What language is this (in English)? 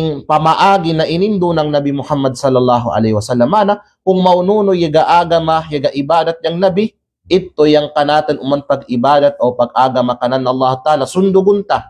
Kalagan